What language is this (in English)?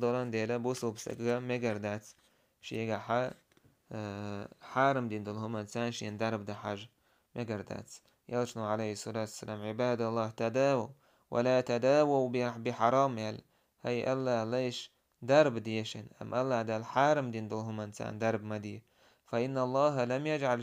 Chechen